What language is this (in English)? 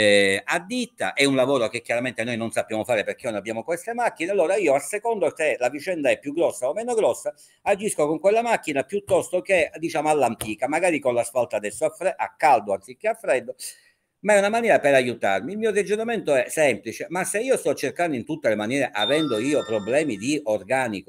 Italian